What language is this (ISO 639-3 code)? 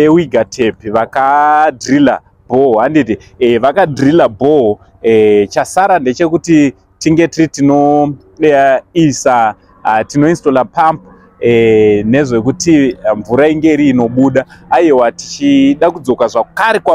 sna